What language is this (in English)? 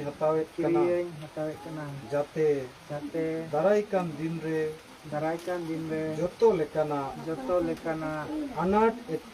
Santali